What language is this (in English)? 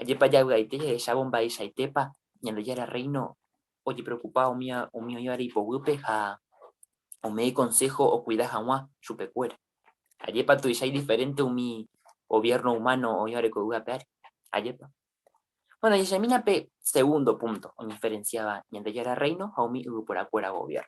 Guarani